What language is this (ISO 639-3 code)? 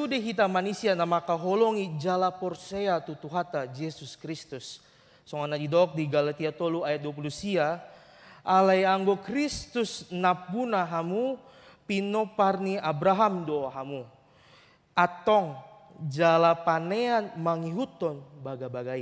bbc